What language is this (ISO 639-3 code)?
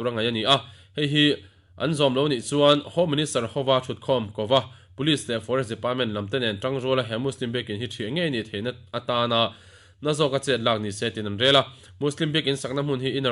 lus